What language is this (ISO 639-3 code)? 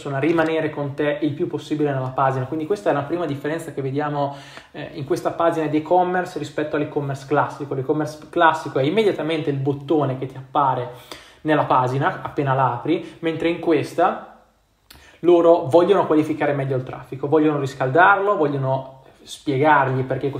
ita